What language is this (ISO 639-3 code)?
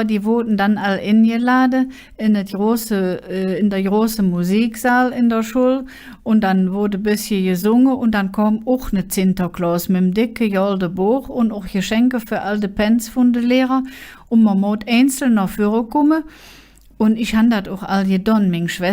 ksh